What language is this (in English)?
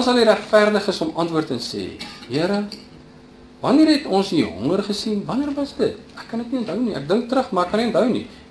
Afrikaans